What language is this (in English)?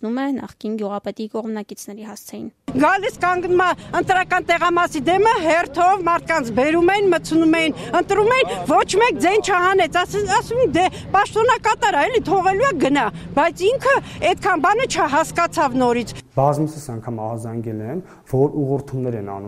Armenian